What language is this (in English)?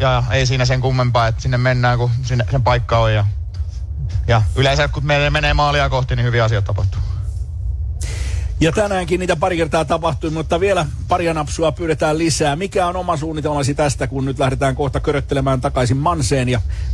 Finnish